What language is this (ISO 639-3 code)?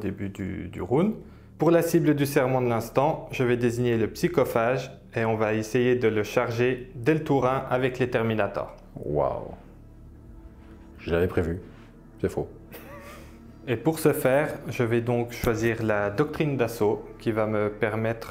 fra